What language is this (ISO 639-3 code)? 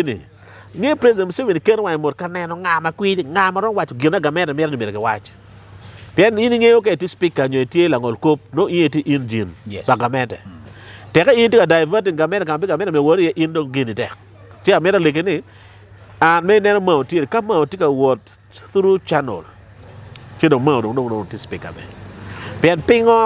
ach